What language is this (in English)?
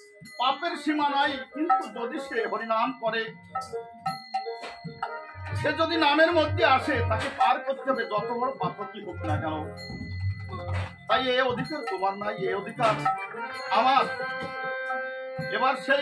Bangla